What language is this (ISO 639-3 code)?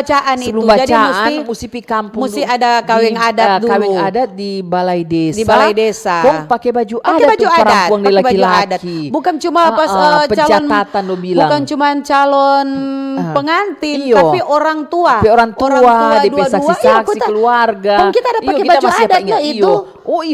xmm